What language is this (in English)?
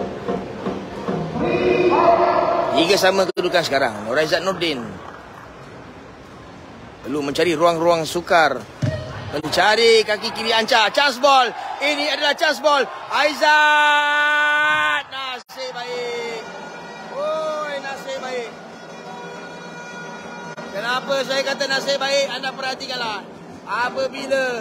Malay